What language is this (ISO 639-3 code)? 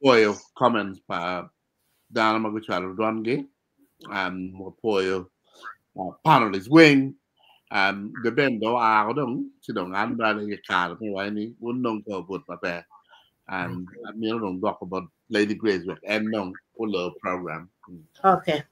ach